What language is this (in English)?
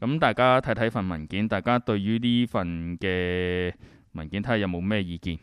Cantonese